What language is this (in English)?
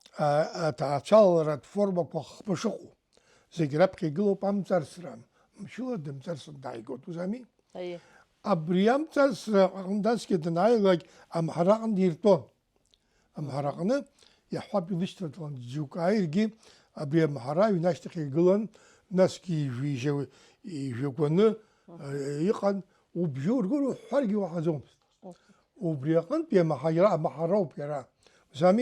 Abkhazian